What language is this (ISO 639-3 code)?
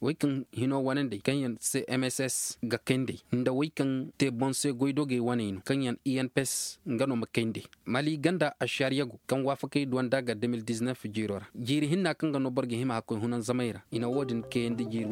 ses